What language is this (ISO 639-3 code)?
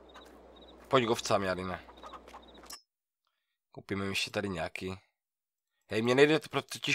ces